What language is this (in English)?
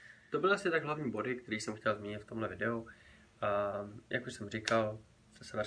Czech